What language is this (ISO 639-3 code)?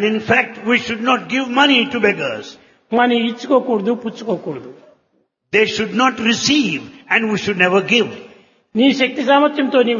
tel